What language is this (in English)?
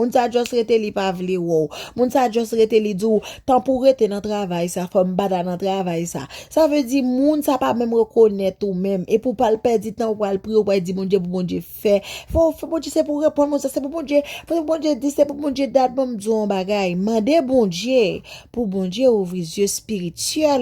Haitian Creole